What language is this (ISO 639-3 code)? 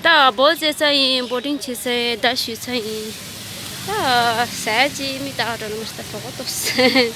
bod